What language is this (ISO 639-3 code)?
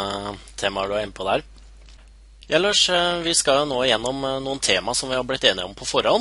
nor